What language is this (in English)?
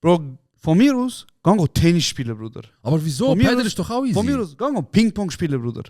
Swiss German